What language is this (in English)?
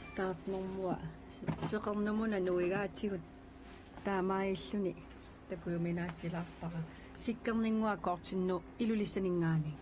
Kalaallisut